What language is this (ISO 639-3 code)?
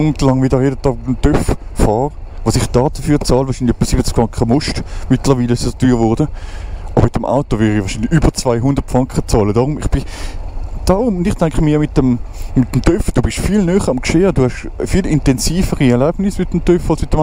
gsw